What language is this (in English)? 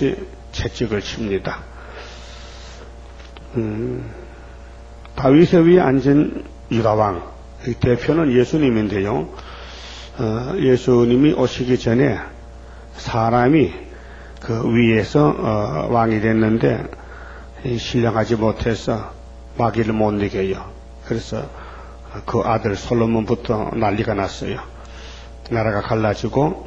Korean